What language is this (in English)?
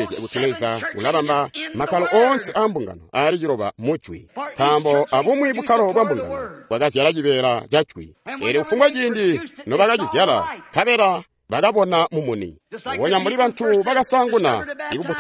Tonga (Zambia)